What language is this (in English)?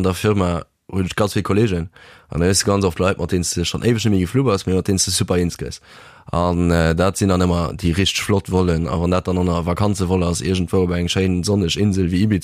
Luxembourgish